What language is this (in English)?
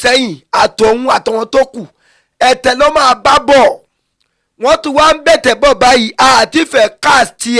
Yoruba